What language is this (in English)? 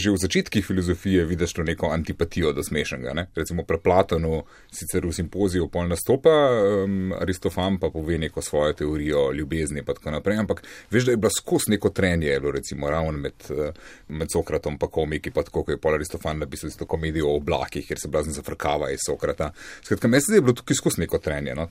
Slovenian